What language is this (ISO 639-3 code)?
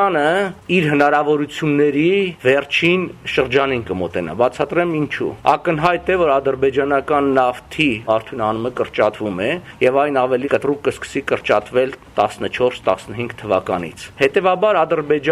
hye